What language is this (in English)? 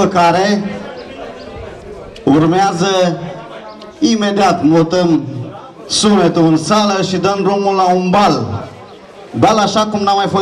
Romanian